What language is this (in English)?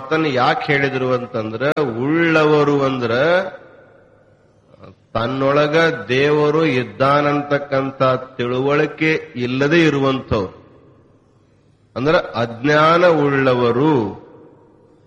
Kannada